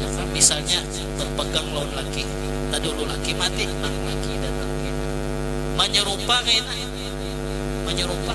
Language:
Banjar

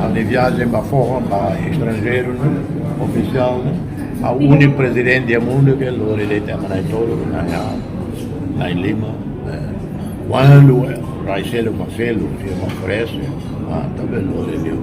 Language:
Tetum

